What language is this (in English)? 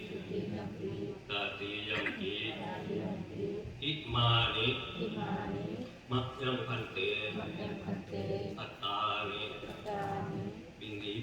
Pali